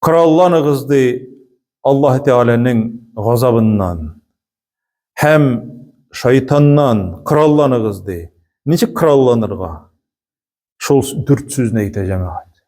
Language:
Tatar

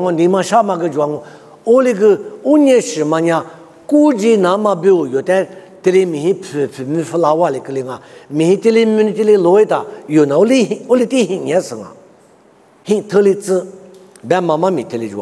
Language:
Lisu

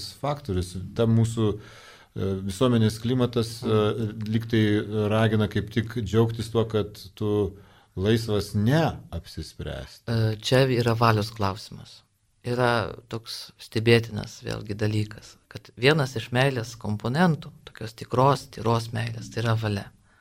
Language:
Lithuanian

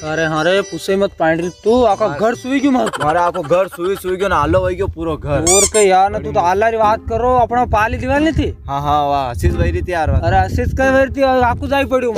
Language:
Rajasthani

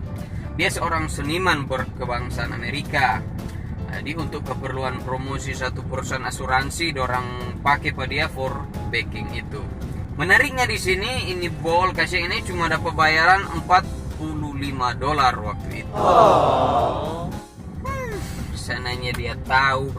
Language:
Manado Malay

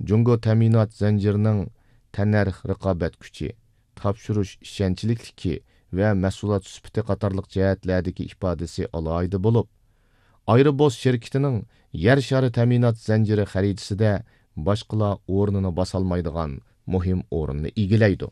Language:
Uyghur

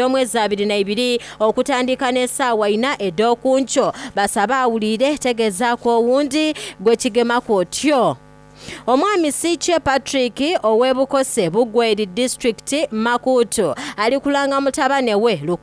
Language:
Soga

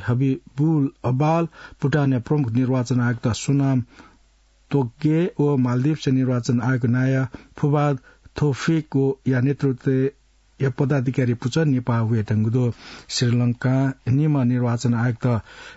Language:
Newari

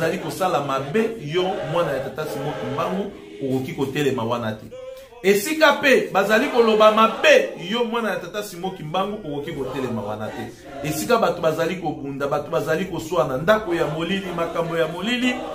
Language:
Lingala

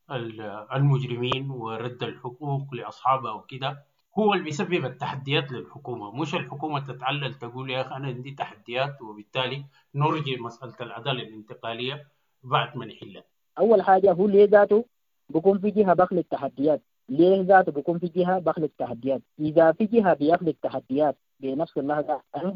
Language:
Sudanese Arabic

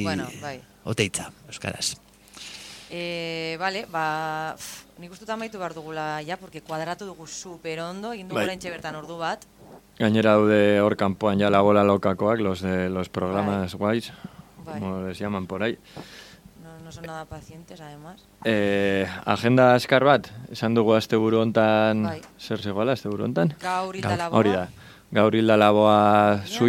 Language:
Basque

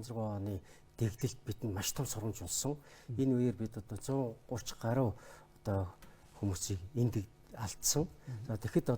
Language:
Mongolian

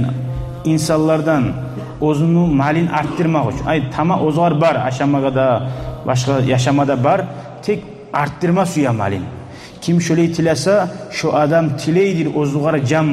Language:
Kumyk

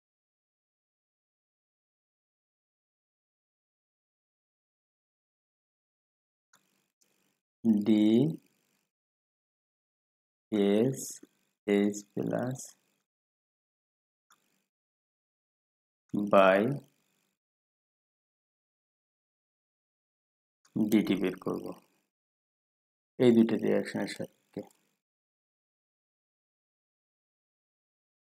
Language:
Bangla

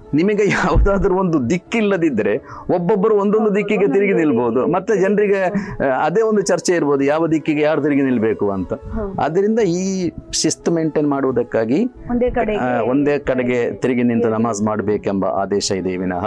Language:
Kannada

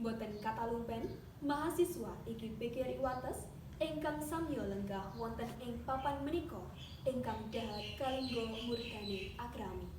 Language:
Javanese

